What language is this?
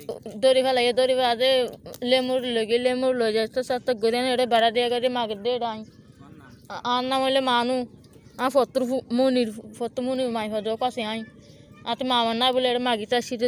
Rohingya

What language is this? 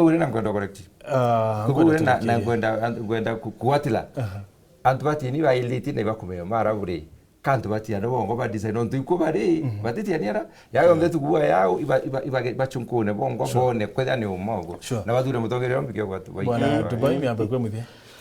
Meru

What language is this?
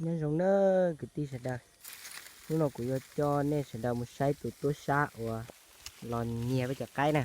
Hmong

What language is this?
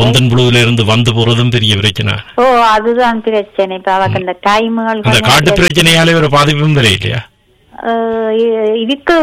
Tamil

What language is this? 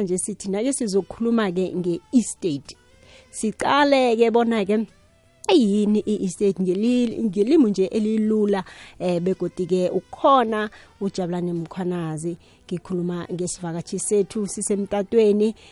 South Ndebele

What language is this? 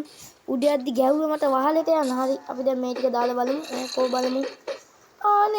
Sinhala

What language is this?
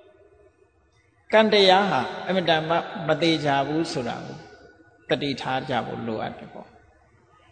Burmese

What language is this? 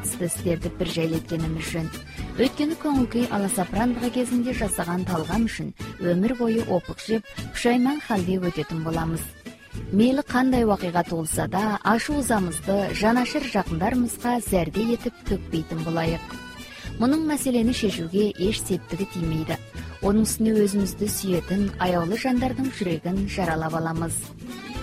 Kazakh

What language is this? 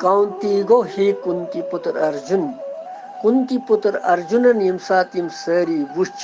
Kashmiri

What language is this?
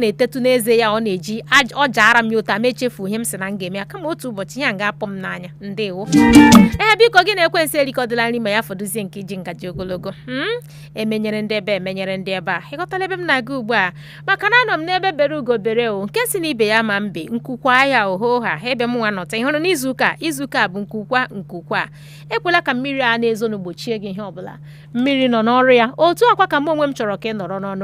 Igbo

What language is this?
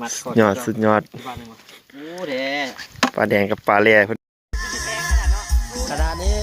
Lao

